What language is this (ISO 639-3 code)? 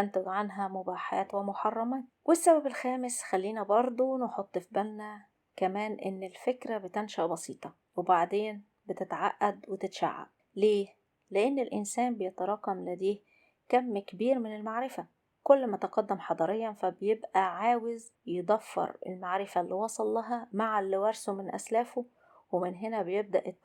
arz